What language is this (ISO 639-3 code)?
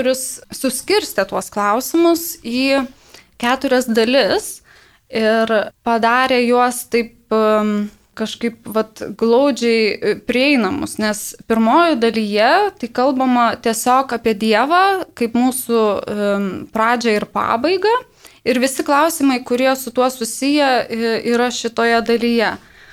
lit